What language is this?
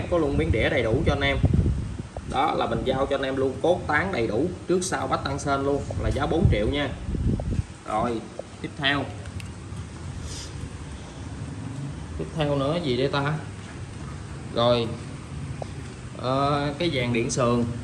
Vietnamese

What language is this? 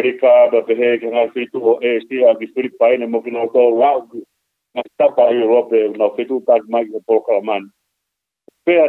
Tongan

